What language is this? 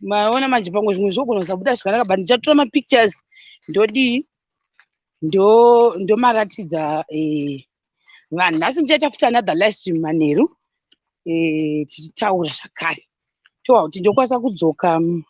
Shona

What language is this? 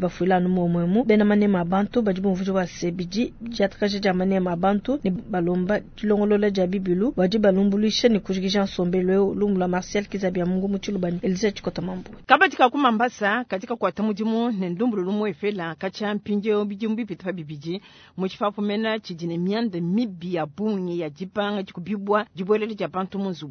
Luba-Lulua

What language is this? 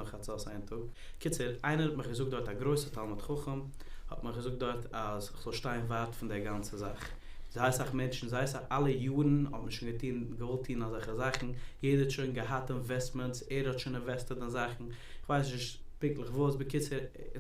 Yiddish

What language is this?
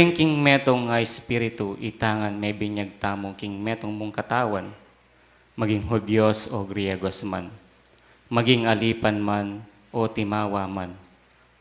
Pampanga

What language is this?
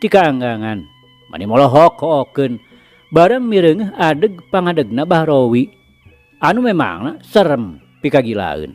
Sundanese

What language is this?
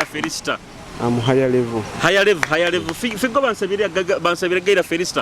Nyoro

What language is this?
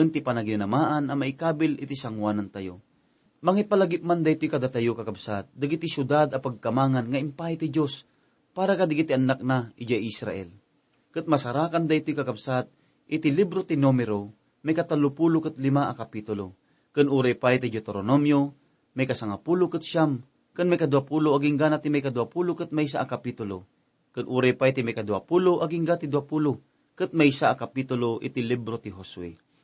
Iloko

